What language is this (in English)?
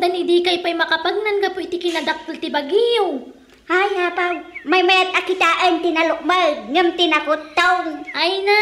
Iloko